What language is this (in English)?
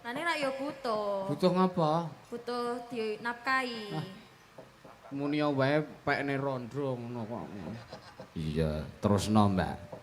Javanese